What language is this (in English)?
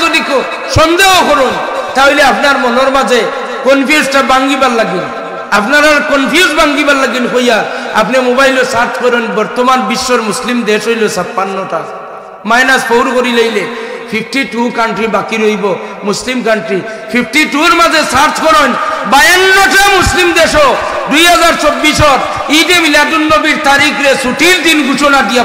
Sylheti